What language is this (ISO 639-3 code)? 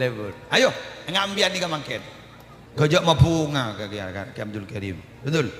mad